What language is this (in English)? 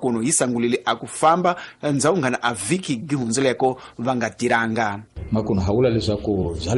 Tsonga